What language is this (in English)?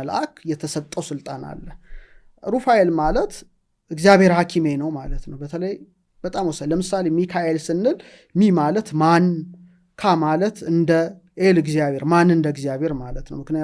Amharic